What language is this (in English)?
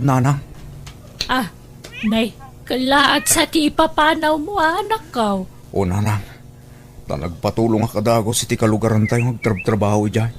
Iloko